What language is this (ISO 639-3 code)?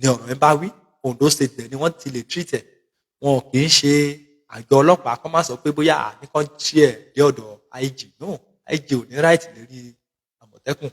yor